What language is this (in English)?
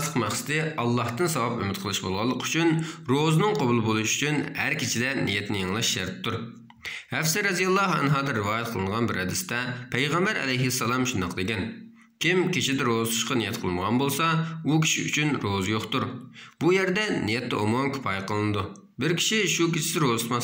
Uyghur